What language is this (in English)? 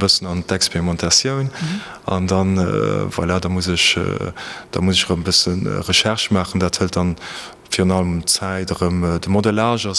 Luxembourgish